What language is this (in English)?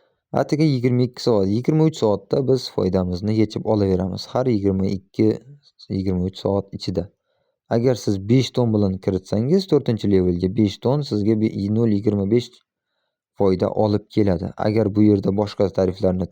Uzbek